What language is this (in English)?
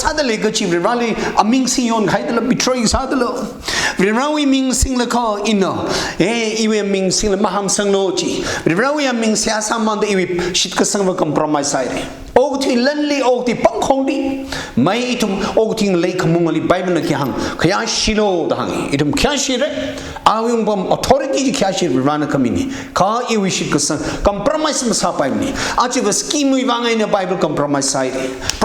Tangkhul Naga (India)